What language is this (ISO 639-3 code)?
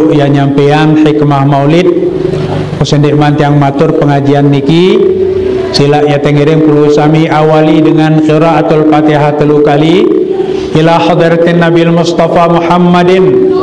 sas